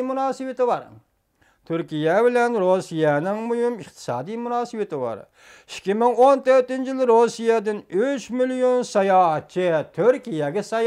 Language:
Uyghur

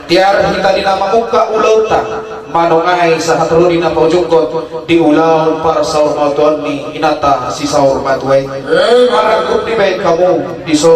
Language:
Batak Toba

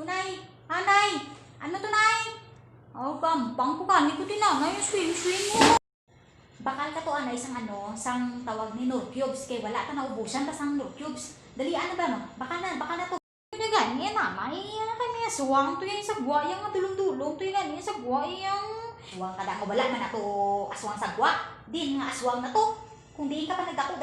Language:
Hiligaynon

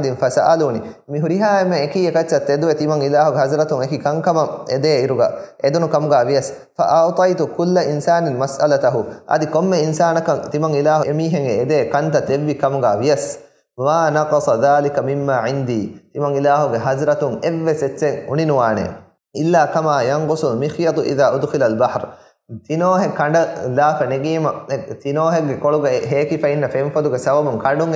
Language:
Divehi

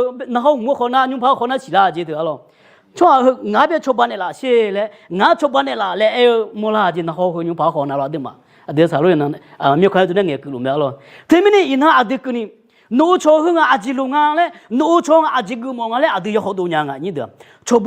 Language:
Akha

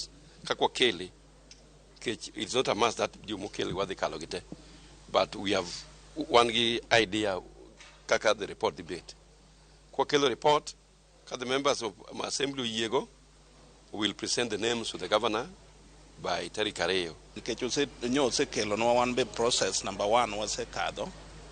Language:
Luo (Kenya and Tanzania)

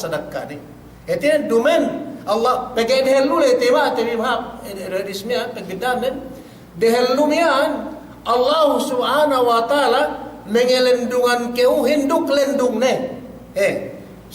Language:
Yakan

